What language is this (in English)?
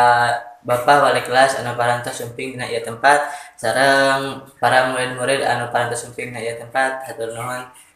Sundanese